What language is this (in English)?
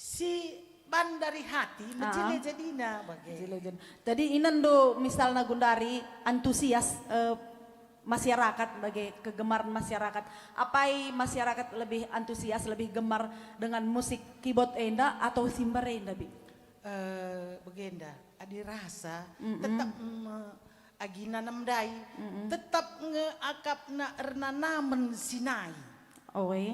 Batak Karo